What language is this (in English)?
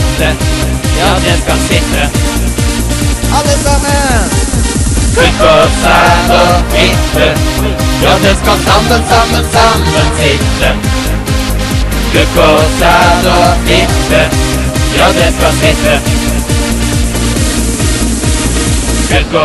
Norwegian